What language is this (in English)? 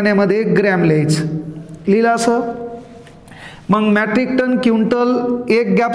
Marathi